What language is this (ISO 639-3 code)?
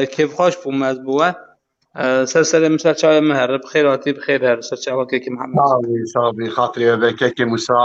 kur